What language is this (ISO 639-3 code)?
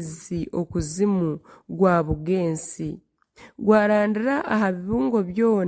nyn